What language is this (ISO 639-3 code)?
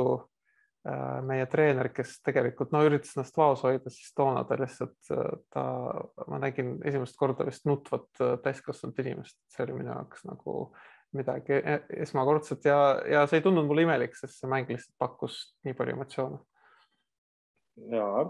est